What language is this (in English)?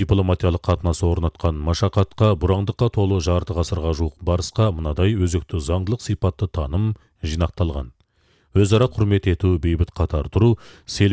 Kazakh